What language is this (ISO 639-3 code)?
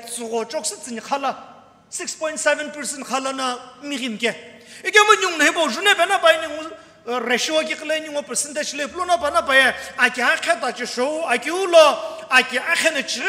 nsm